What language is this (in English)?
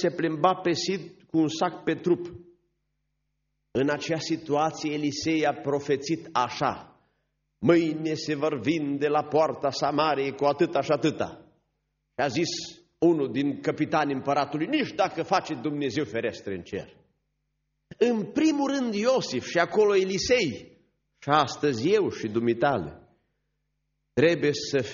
Romanian